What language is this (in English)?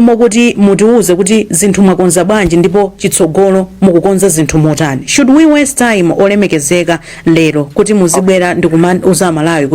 Nyanja